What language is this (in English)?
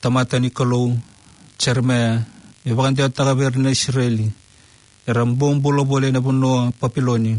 Fijian